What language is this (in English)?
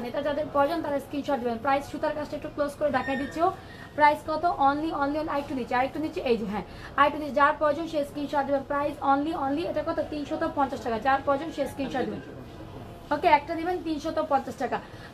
Bangla